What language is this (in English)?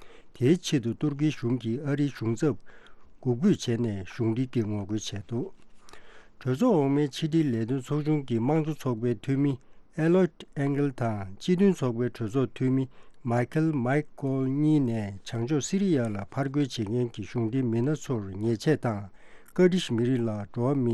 Tibetan